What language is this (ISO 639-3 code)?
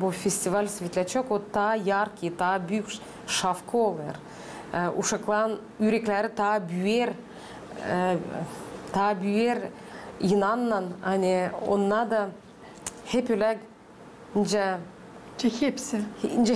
gag